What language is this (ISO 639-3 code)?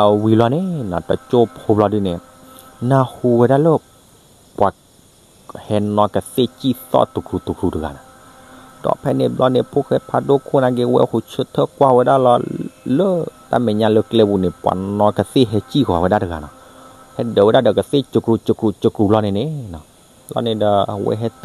ksw